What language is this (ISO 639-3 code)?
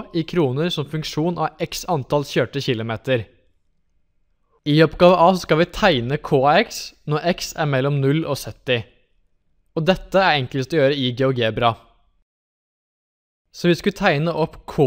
nor